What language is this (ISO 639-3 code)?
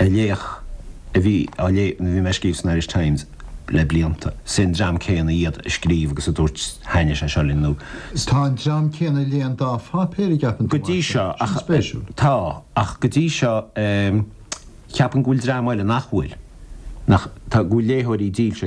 gle